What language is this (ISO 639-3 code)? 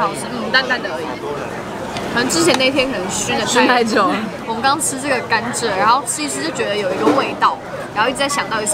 zho